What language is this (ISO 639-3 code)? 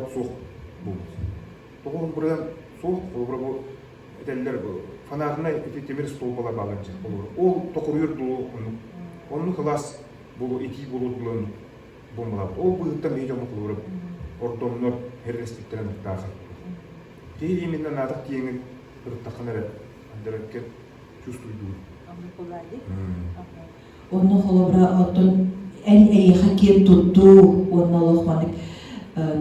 sah